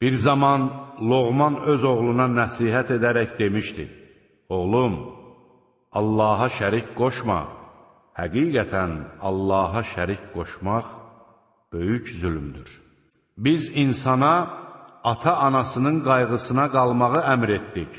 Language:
Azerbaijani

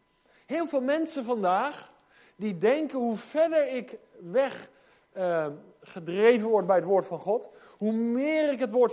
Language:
Dutch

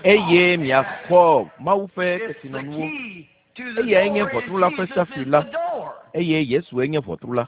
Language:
Ewe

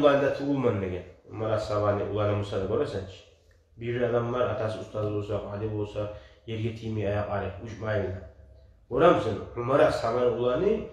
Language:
Kumyk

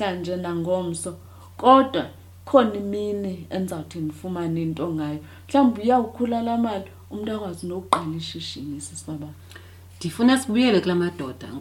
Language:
Xhosa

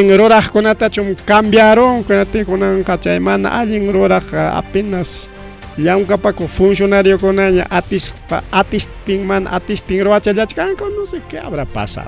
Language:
Ayacucho Quechua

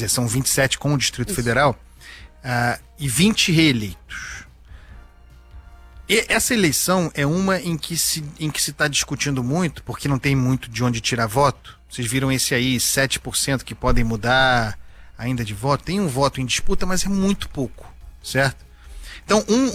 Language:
Portuguese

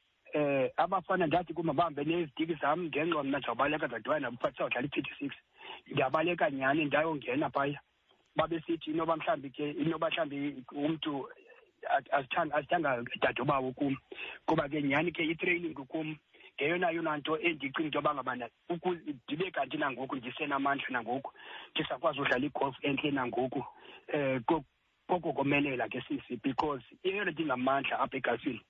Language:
Xhosa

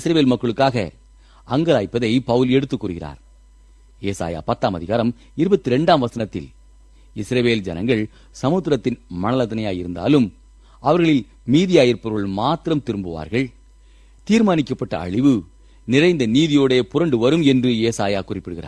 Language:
Tamil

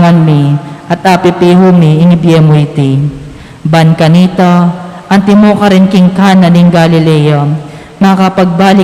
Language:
Pampanga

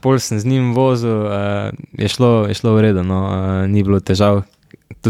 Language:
Slovenian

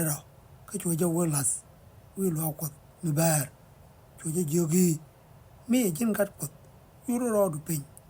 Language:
Nuer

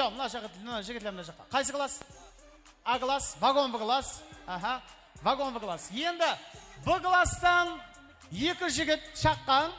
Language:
Kara-Kalpak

